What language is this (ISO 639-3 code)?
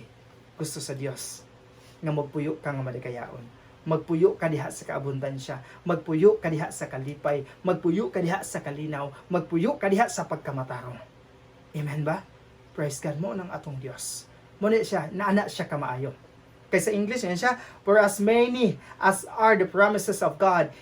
ceb